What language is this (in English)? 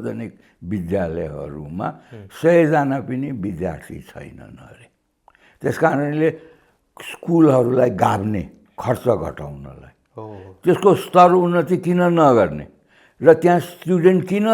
Nepali